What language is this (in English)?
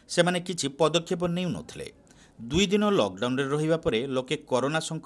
Odia